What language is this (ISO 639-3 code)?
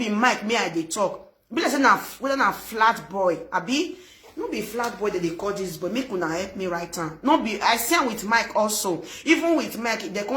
pcm